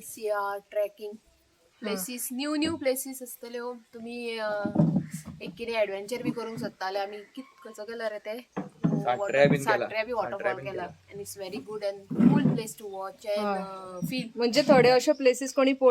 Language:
Konkani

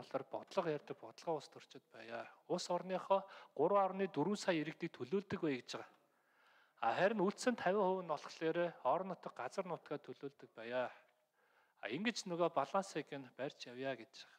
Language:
Mongolian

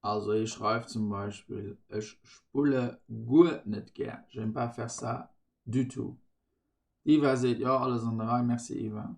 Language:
Luxembourgish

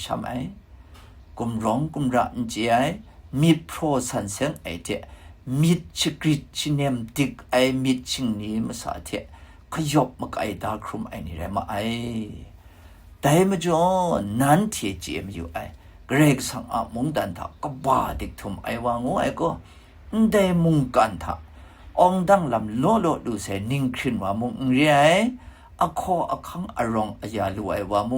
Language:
Kachin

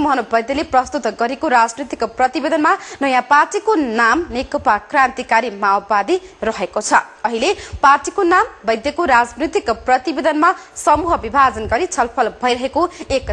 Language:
Nepali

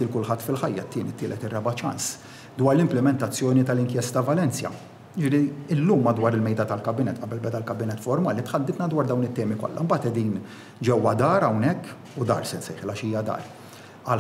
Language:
Maltese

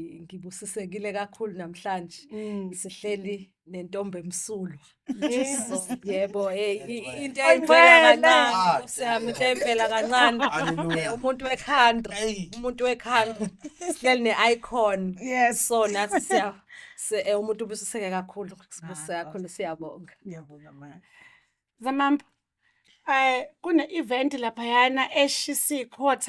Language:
Zulu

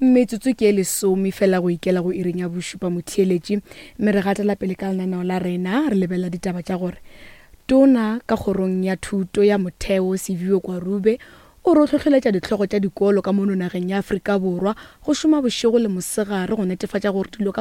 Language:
Northern Sotho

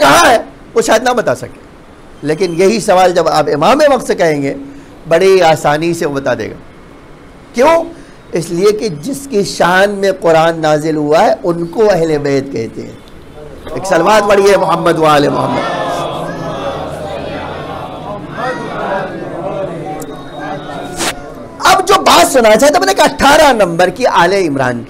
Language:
Urdu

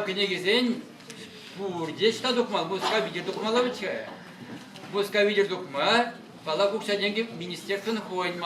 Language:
Chuvash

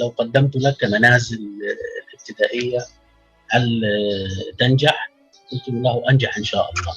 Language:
Kurdish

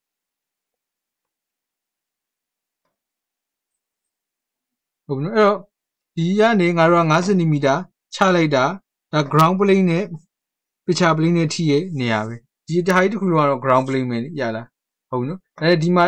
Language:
Burmese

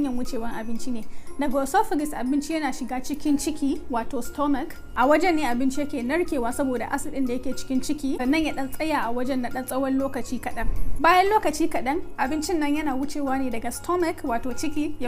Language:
Hausa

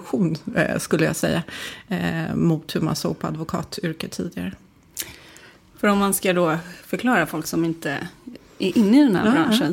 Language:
Swedish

